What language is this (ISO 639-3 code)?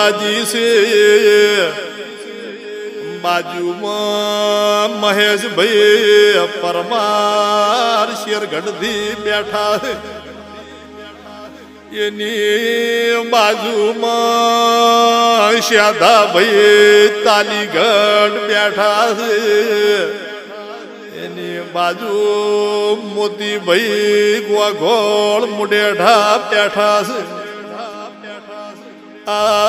guj